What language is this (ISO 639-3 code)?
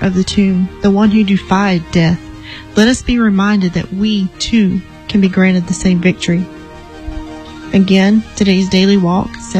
eng